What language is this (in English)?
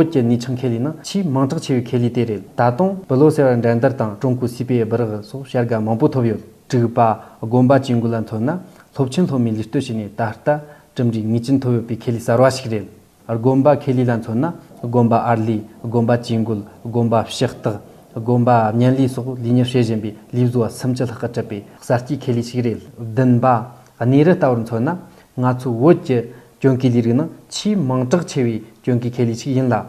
Tibetan